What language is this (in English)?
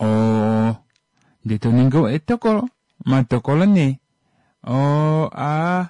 Kuanyama